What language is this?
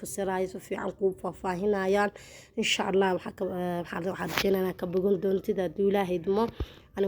Somali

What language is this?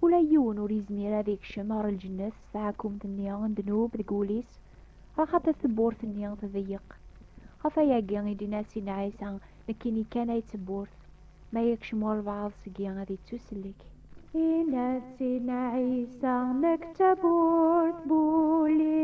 Kabyle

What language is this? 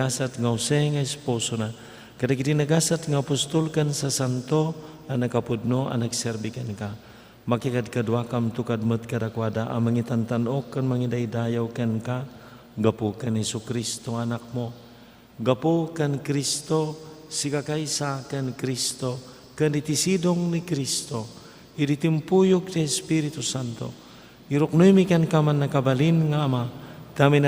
Iloko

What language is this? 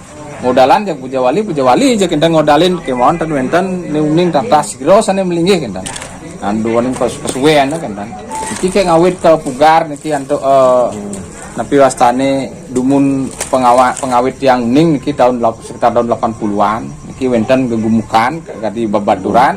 Balinese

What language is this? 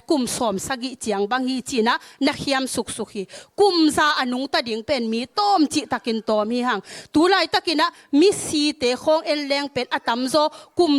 Tedim Chin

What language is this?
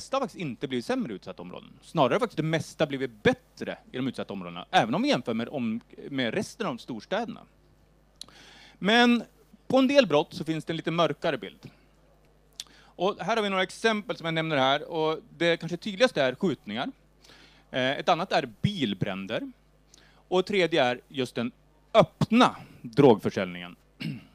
Swedish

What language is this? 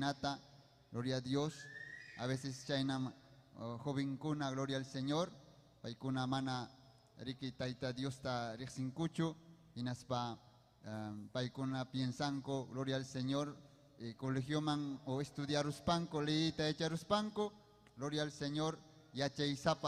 Ayacucho Quechua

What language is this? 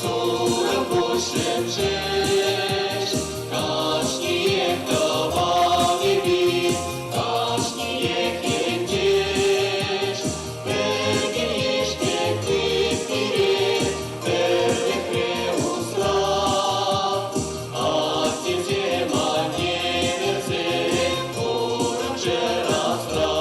Chuvash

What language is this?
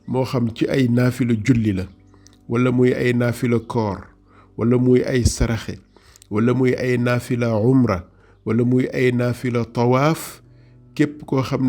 Wolof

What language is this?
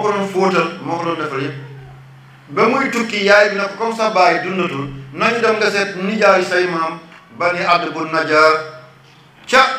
Wolof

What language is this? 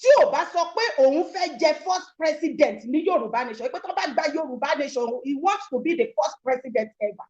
Yoruba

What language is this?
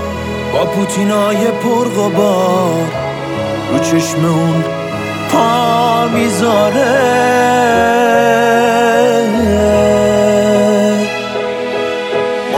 Persian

